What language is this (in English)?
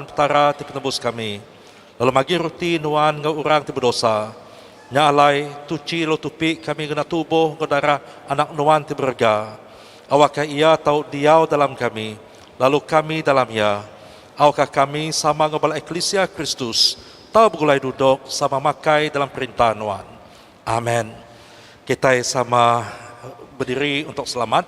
Iban